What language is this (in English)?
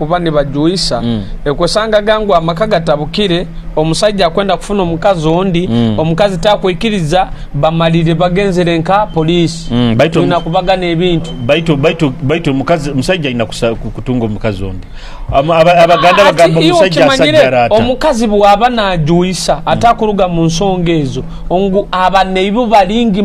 Nyoro